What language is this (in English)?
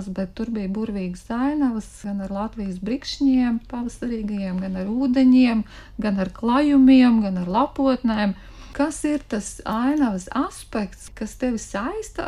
Latvian